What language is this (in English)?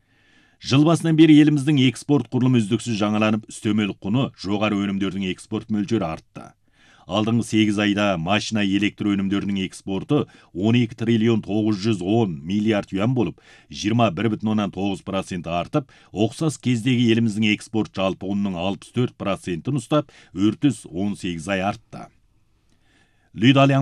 Kazakh